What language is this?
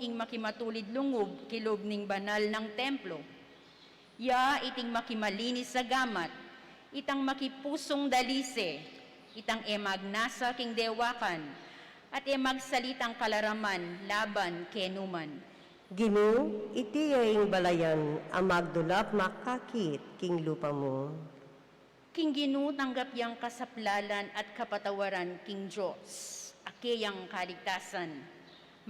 Pampanga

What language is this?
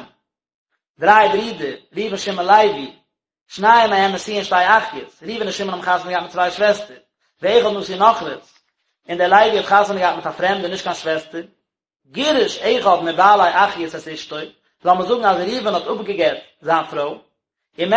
Yiddish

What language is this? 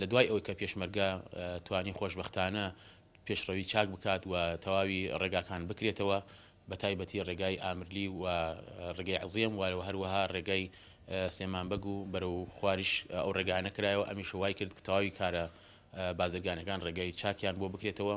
Central Kurdish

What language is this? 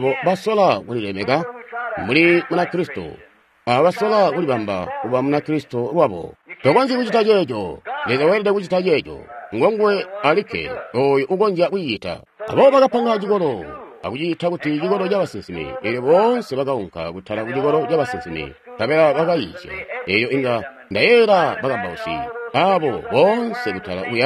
Tonga (Zambia)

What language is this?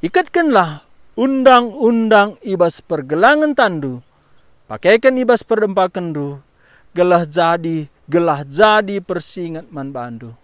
Batak Karo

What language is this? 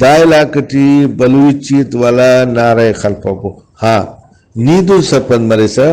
Brahui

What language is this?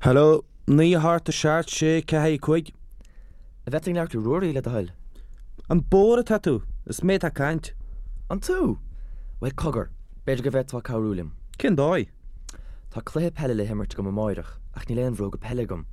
Irish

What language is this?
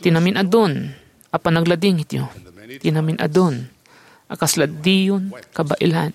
Iloko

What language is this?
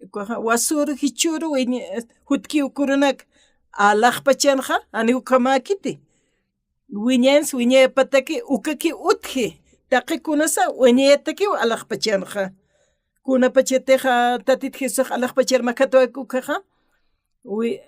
Aymara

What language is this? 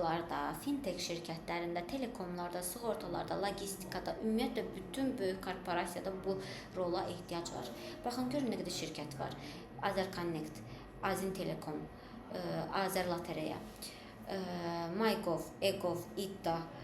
Azerbaijani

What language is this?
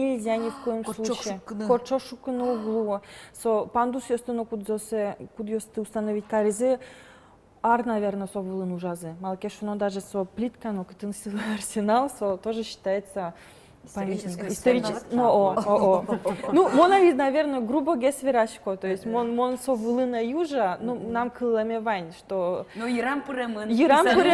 Udmurt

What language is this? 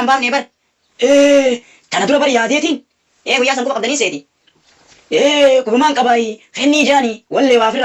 Oromo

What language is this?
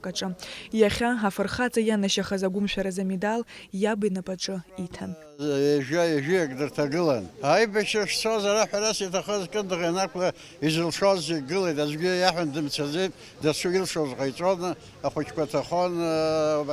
Abkhazian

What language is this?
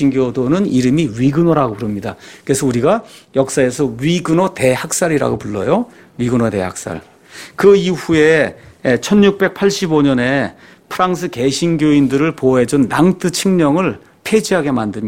Korean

